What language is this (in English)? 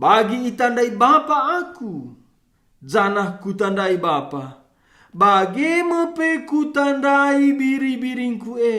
Batak Karo